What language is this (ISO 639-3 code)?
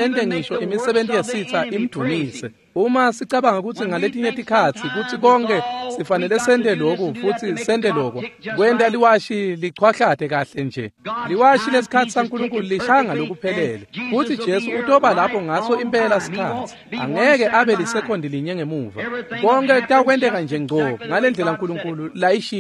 ssw